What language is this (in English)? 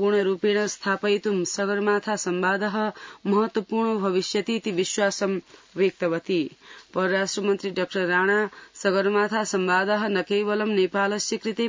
Sanskrit